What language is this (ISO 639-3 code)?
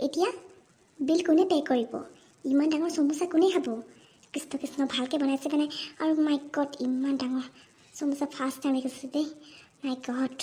asm